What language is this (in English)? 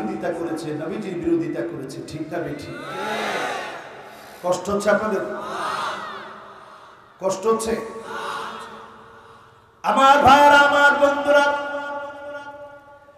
Bangla